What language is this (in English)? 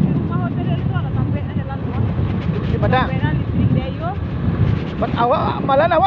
Minangkabau